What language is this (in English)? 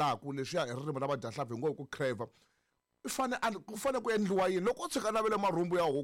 Tsonga